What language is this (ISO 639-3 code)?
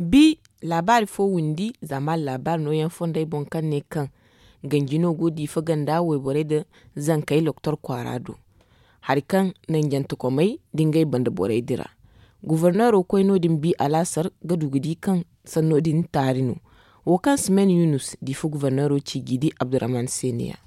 dje